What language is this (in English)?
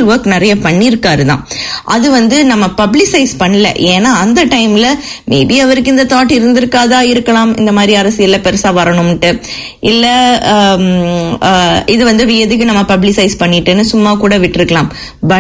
Tamil